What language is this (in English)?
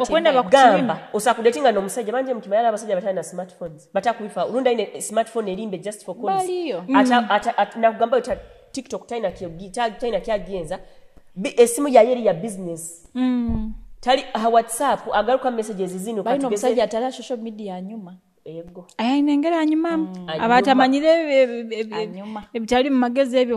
Nyoro